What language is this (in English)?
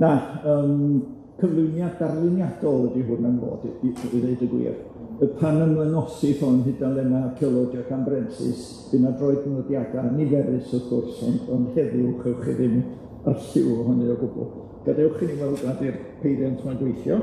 Welsh